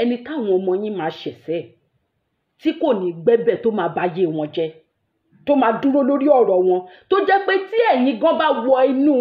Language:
Yoruba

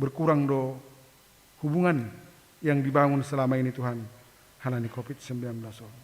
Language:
Batak Simalungun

